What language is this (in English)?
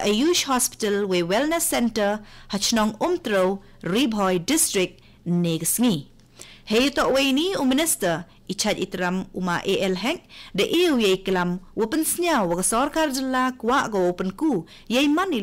Khasi